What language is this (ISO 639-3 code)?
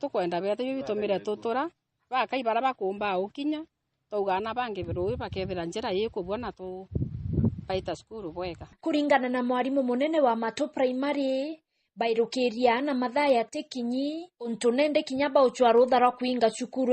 mer